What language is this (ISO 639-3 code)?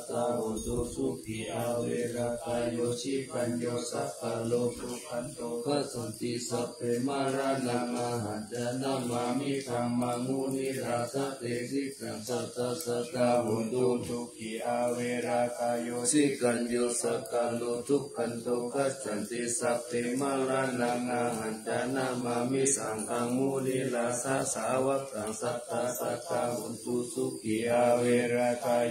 pli